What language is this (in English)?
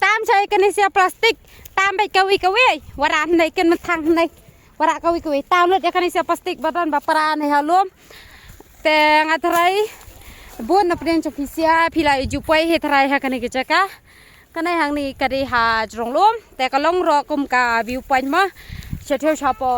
Khasi